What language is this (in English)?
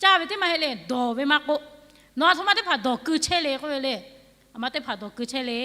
Lahu